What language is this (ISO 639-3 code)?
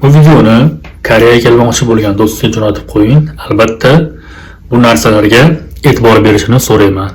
uzb